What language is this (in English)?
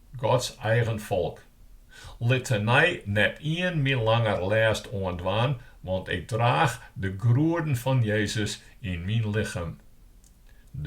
Western Frisian